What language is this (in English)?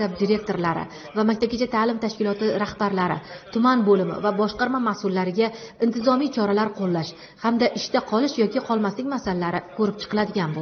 Uzbek